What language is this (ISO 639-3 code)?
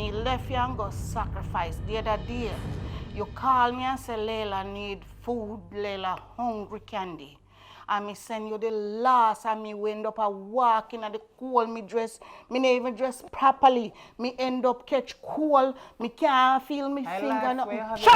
jam